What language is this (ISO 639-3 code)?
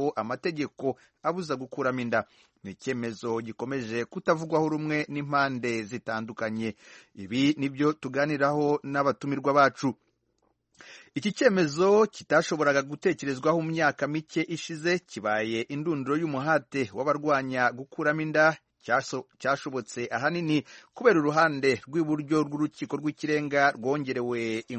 kin